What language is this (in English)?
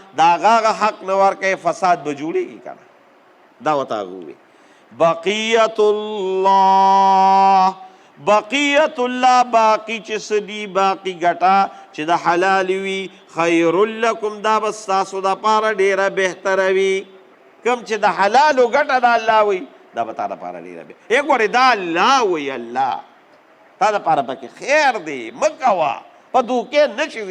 Pashto